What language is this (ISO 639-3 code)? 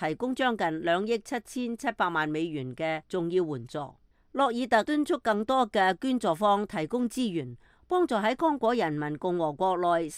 yue